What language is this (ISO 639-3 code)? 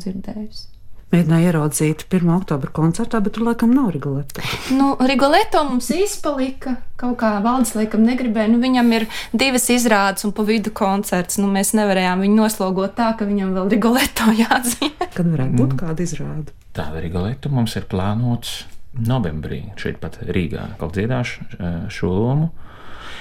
lav